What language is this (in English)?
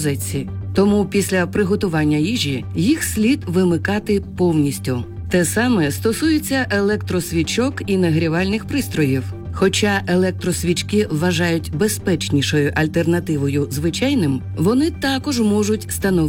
Ukrainian